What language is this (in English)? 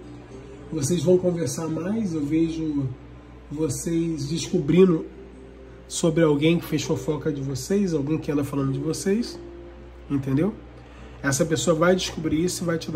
Portuguese